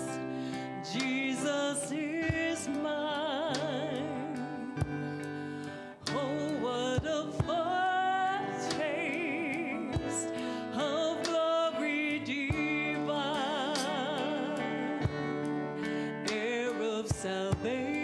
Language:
English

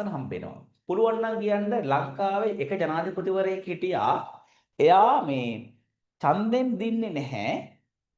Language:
Sinhala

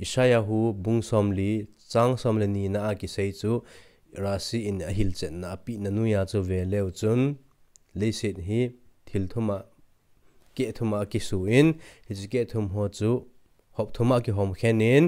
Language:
Thado Chin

